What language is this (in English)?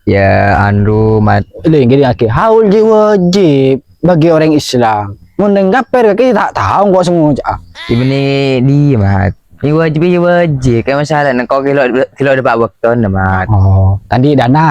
Madurese